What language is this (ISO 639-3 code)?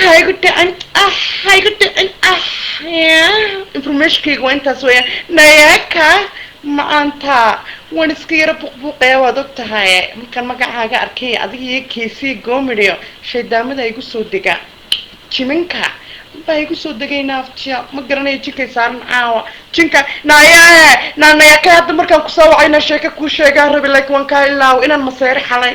som